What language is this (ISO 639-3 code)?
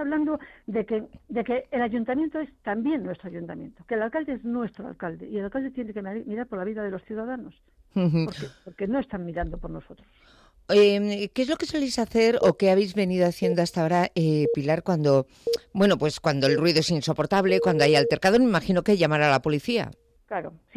spa